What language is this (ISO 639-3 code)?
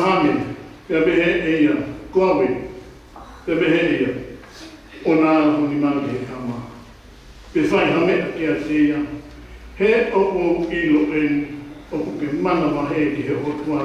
ton